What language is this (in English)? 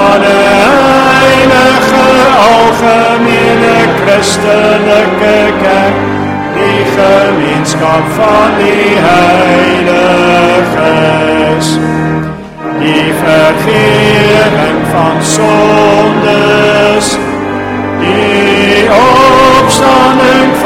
Afrikaans